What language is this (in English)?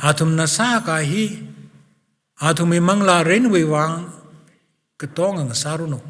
Tangkhul Naga (India)